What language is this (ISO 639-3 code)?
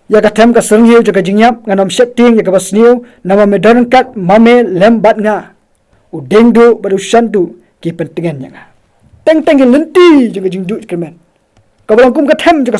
kha